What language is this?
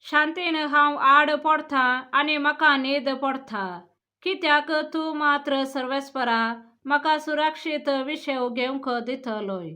Konkani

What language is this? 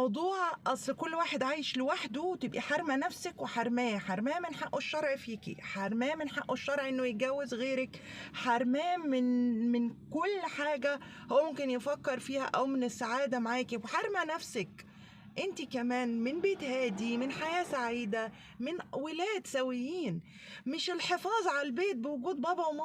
Egyptian Arabic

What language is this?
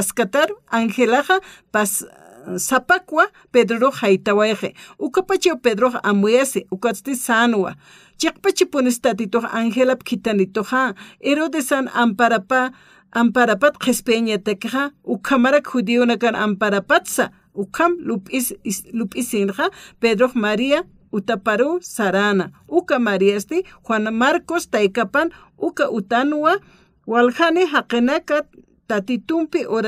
Aymara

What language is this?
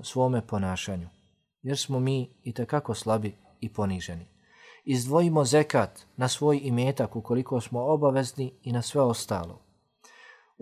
Bosnian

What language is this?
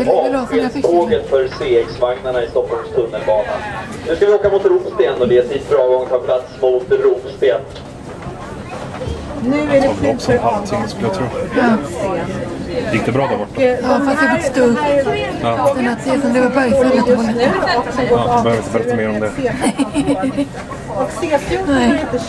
Swedish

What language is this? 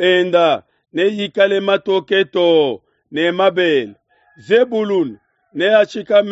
Luba-Lulua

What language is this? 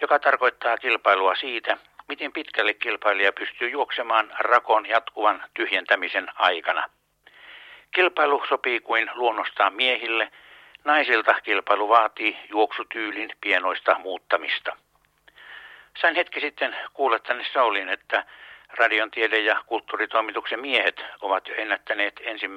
Finnish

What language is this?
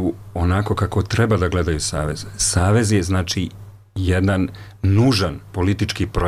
Serbian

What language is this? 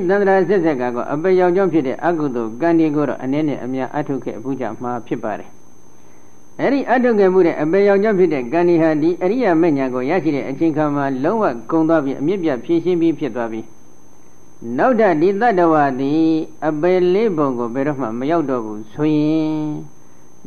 Burmese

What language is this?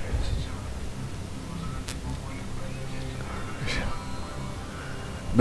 Czech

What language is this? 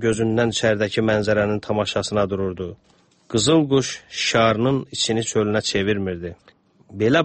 Azerbaijani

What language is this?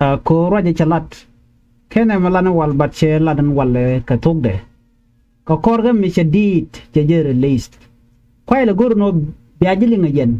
Nuer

